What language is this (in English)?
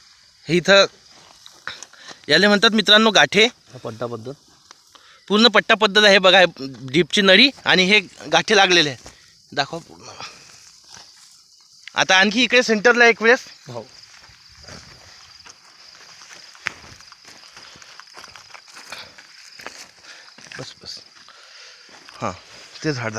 Marathi